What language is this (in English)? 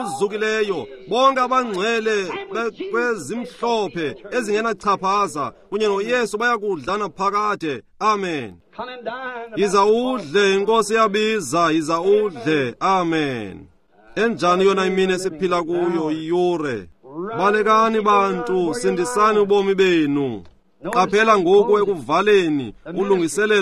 Xhosa